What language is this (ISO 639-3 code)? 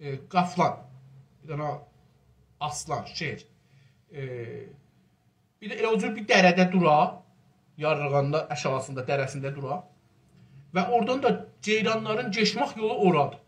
azb